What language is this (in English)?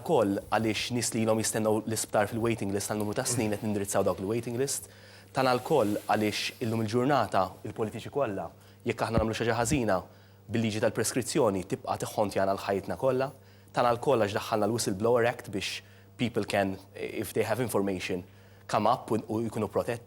Maltese